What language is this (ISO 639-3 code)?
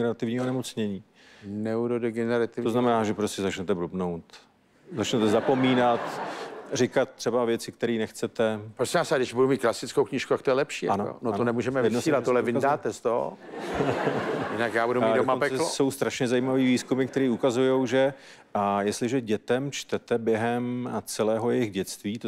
ces